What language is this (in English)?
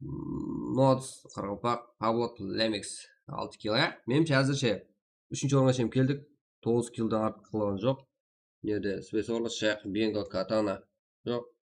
Kara-Kalpak